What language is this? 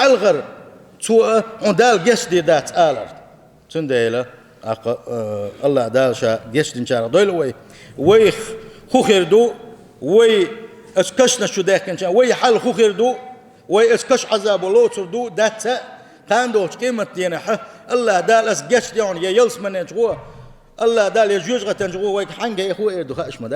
Chechen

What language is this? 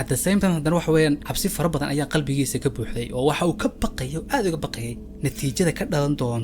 Somali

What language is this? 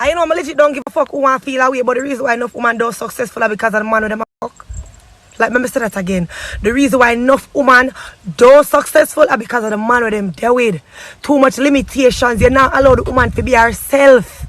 Jamaican Creole English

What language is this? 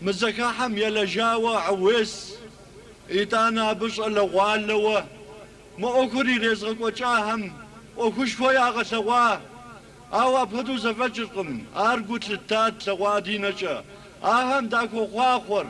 Kabardian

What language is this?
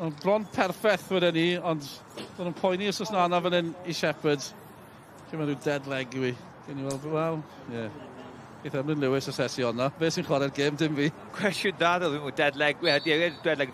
Welsh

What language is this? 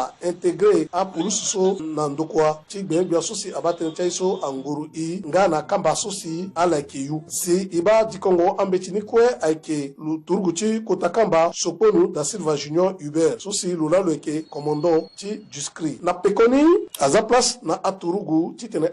Sango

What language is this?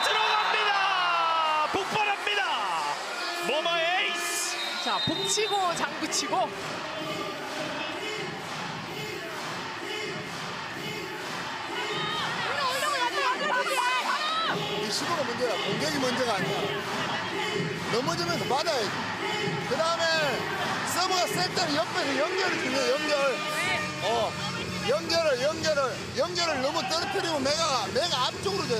Korean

